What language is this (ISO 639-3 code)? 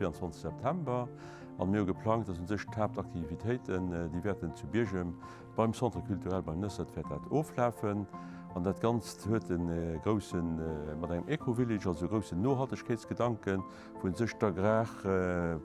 ltz